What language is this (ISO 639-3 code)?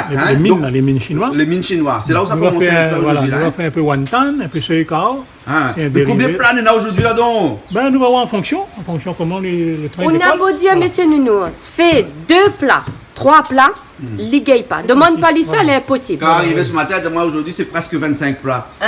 rcf